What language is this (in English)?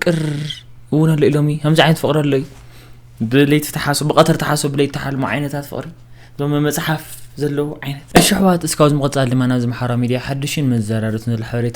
Tigrinya